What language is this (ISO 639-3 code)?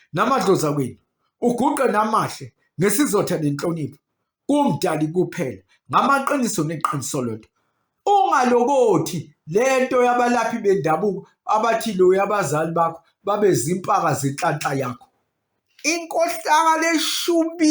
zul